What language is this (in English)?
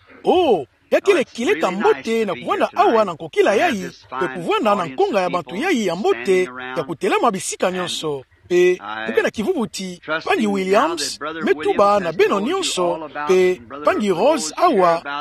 Kituba (Democratic Republic of Congo)